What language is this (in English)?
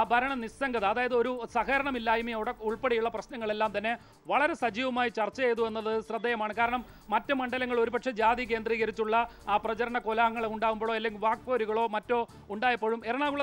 Malayalam